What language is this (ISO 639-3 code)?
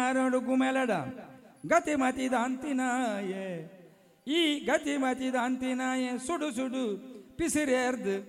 tcy